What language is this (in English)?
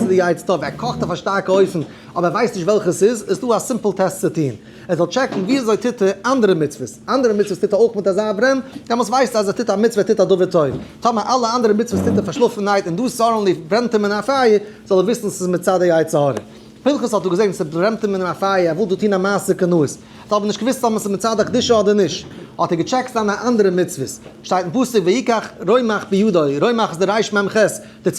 Yiddish